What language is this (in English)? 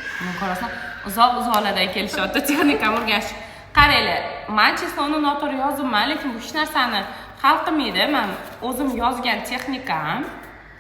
Uzbek